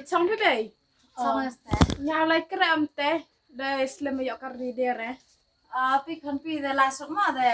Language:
Khasi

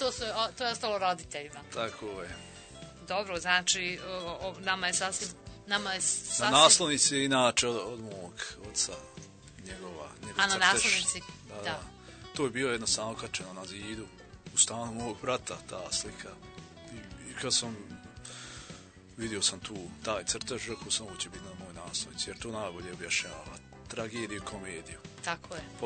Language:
Bosnian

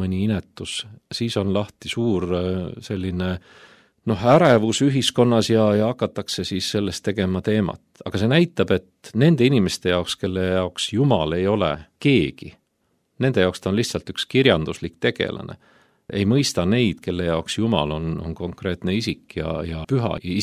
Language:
Estonian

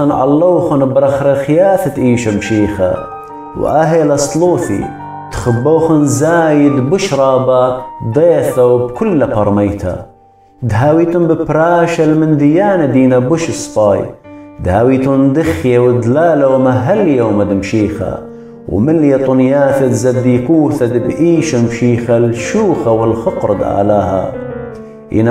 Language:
Assyrian Neo-Aramaic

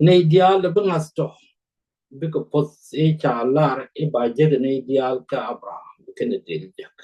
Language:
Nuer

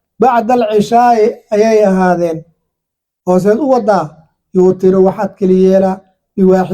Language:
Somali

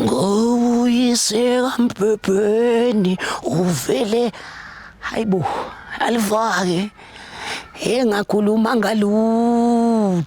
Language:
Zulu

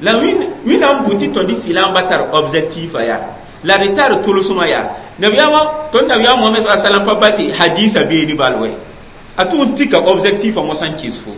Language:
Mossi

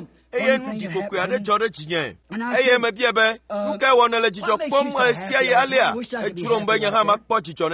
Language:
Ewe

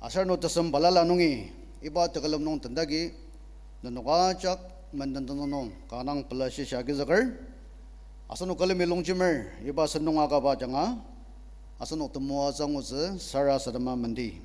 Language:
Ao Naga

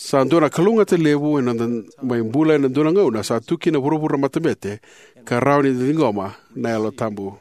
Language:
Fijian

